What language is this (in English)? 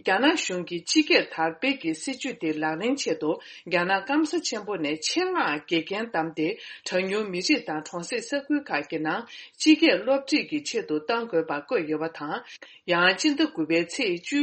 Tibetan